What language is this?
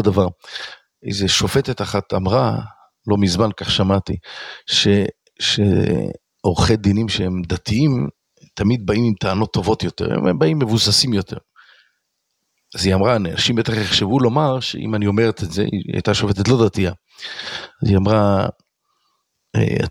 Hebrew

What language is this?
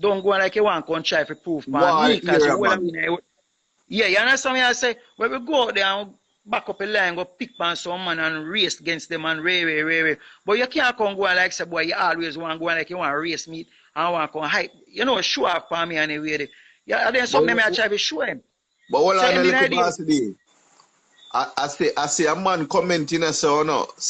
Jamaican Creole English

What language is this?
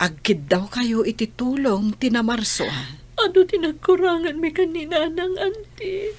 Iloko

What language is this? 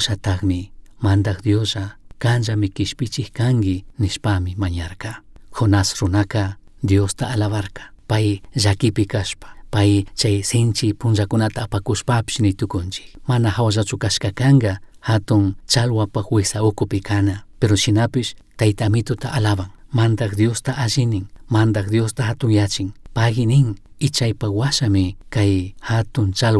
Chimborazo Highland Quichua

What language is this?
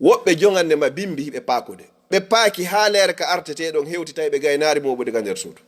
Fula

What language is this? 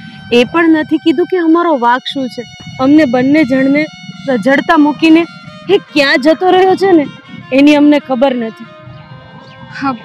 Gujarati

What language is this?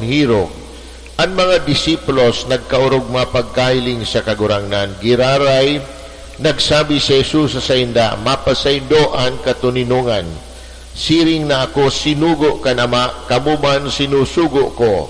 Bikol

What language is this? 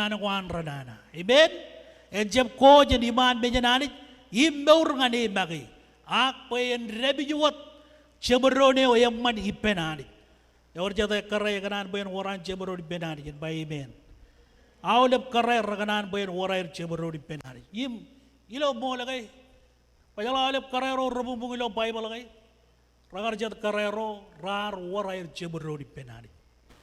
Marshallese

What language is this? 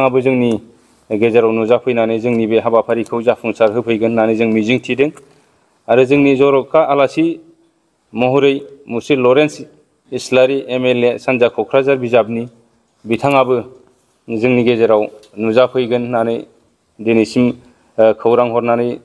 Bodo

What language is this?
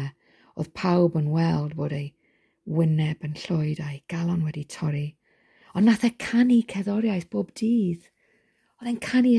Welsh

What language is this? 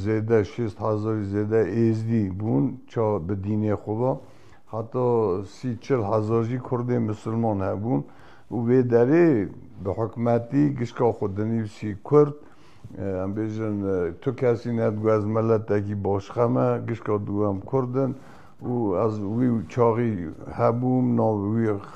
Kurdish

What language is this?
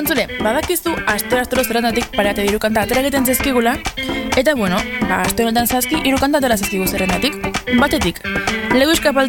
Basque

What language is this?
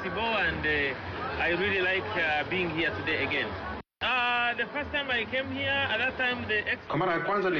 Swahili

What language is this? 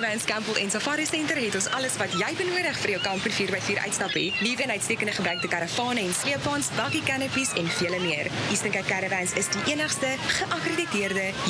Afrikaans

